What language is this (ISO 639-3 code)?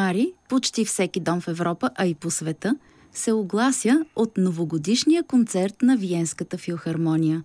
bul